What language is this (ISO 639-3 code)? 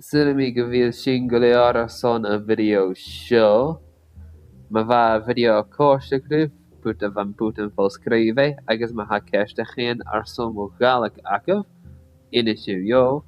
gla